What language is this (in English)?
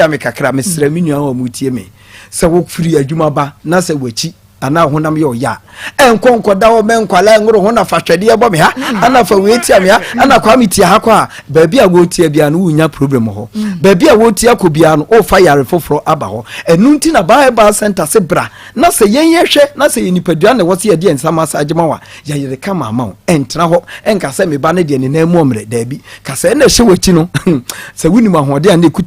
Akan